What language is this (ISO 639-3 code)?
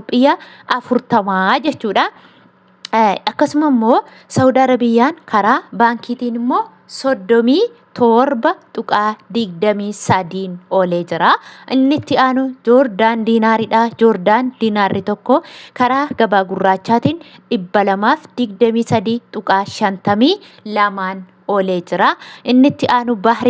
orm